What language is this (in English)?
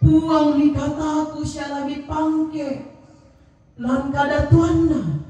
Toraja-Sa'dan